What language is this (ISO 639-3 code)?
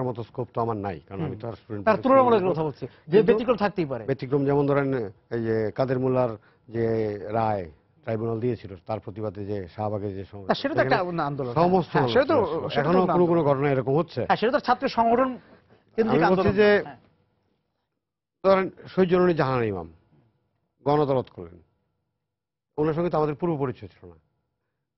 ben